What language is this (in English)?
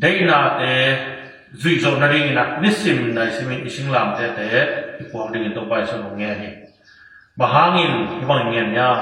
Tedim Chin